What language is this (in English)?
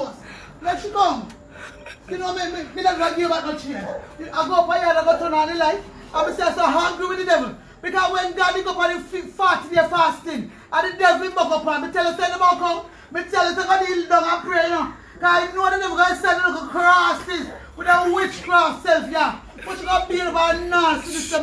Jamaican Creole English